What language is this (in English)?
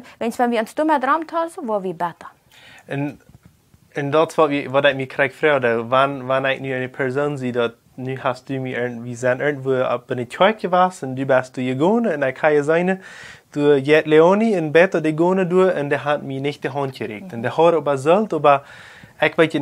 Plautdietsch